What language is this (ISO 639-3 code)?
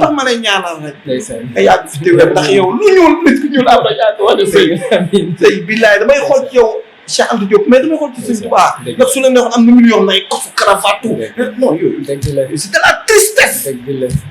wol